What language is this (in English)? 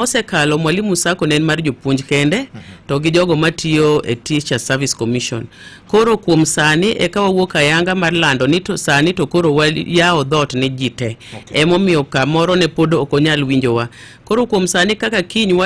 Luo (Kenya and Tanzania)